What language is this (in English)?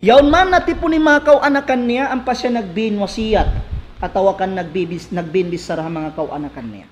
Tausug